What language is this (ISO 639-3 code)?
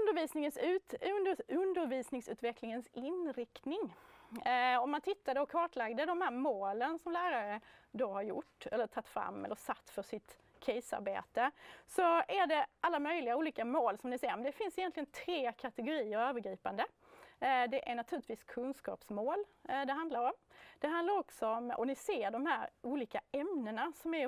swe